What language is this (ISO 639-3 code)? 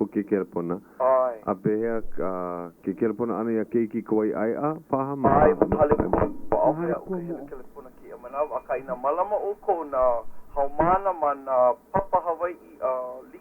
haw